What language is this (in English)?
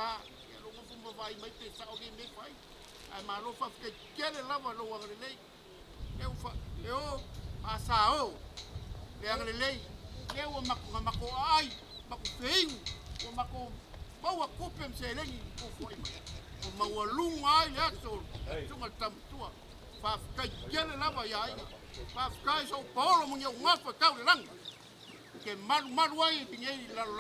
Samoan